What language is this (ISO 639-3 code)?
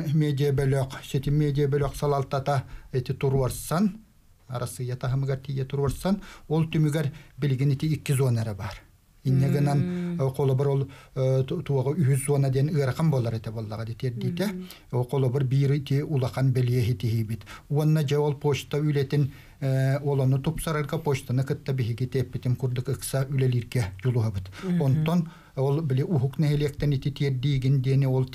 sah